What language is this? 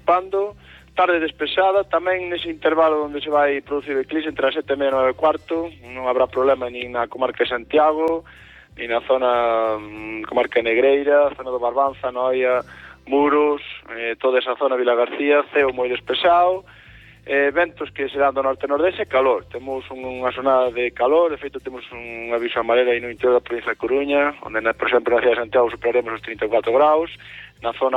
Galician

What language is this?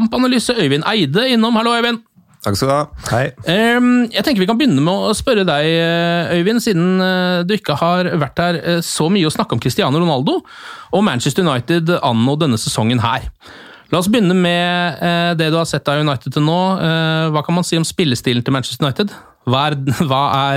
Norwegian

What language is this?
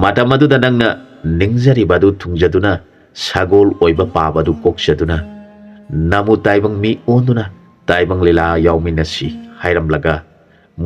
Manipuri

